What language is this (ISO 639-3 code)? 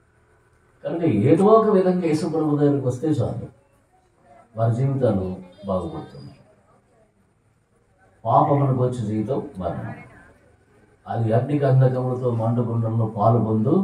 tel